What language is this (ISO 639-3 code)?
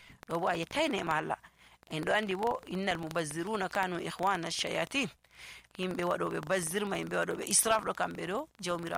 fuv